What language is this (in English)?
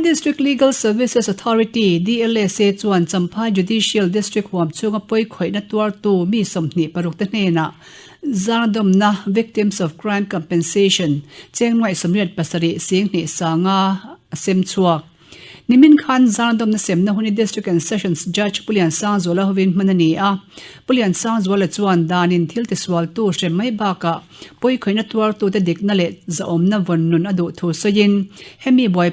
Mizo